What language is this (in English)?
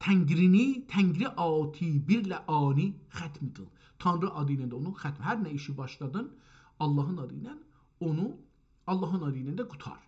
South Azerbaijani